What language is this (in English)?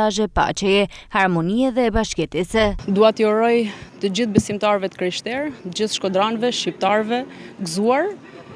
Albanian